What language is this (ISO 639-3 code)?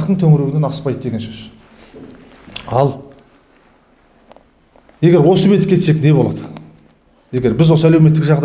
kaz